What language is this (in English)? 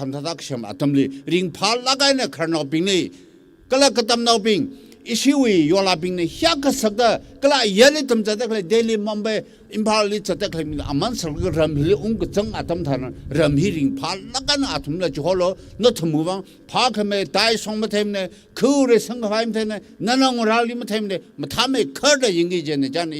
Tangkhul Naga (India)